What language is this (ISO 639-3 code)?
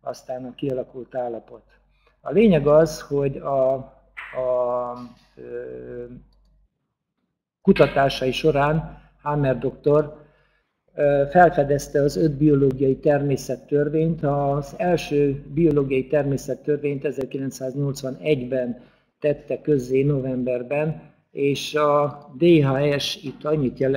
hun